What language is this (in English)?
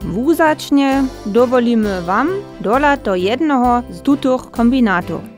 Upper Sorbian